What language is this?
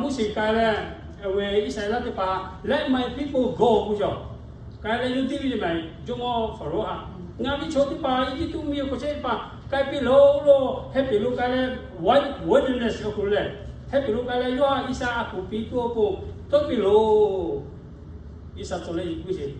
Lahu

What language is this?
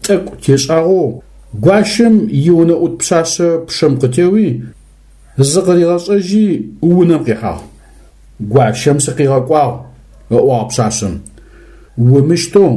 Adyghe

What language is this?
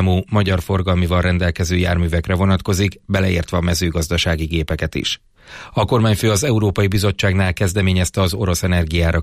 Hungarian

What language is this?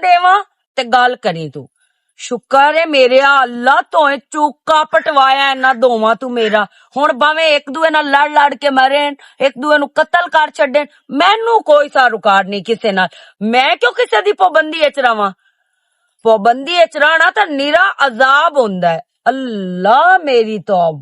Western Panjabi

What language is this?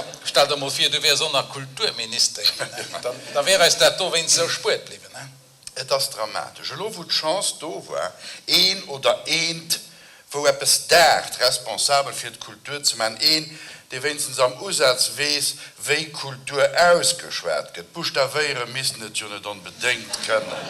Luxembourgish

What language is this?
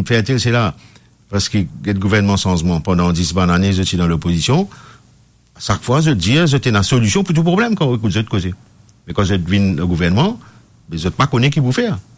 Morisyen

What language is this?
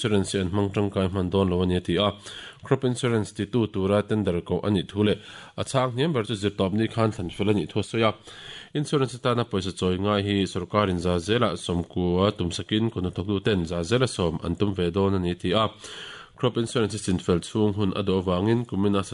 Mizo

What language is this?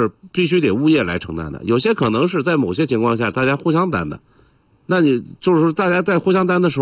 Chinese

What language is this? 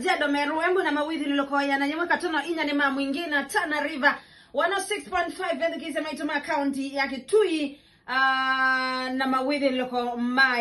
Kamba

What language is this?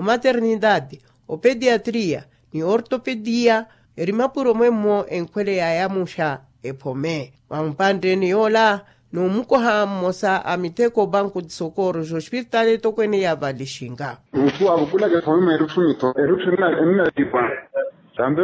Makhuwa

